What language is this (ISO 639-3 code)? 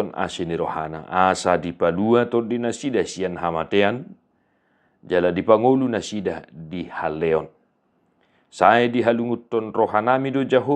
bbc